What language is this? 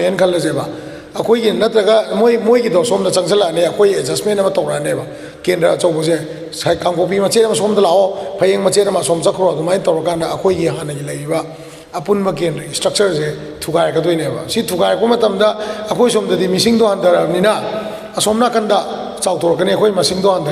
Manipuri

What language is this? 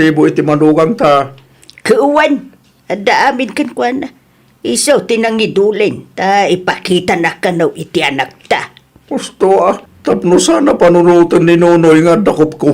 Iloko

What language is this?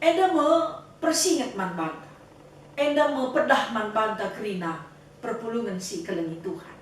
Batak Karo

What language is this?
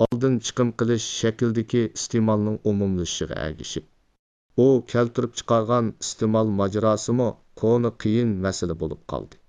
Uyghur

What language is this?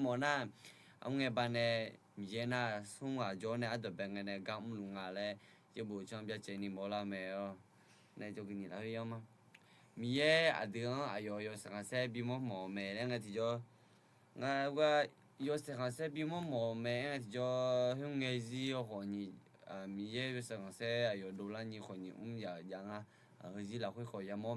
Akha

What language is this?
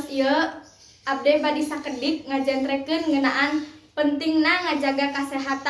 Sundanese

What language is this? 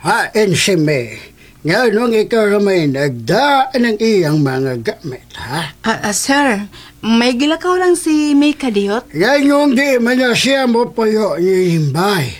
Cebuano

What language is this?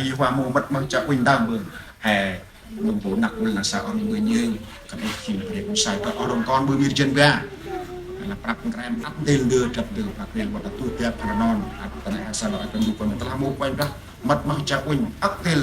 Central Mnong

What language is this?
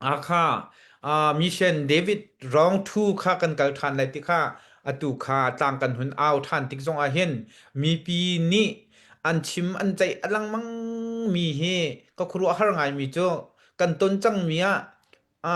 Hakha Chin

